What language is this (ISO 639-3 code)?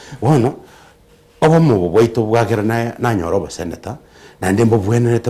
guz